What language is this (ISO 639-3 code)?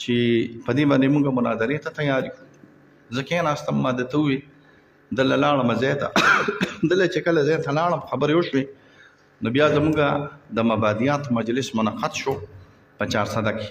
pus